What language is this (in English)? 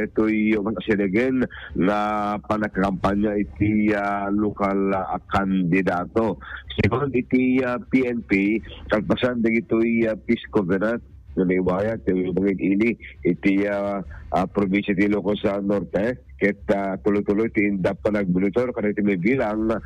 Iloko